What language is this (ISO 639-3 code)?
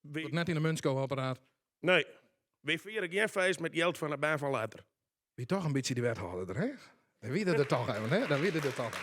fry